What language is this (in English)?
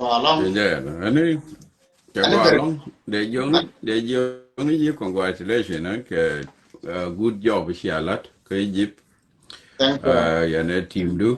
Nuer